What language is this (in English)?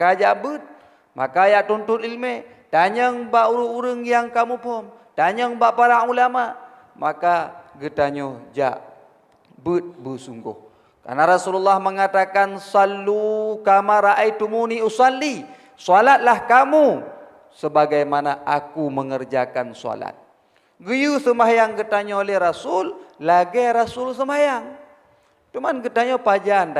Achinese